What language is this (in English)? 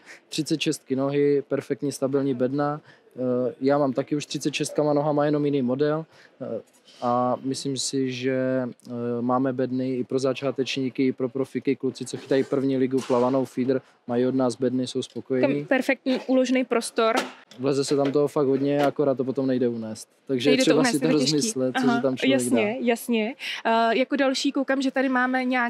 Czech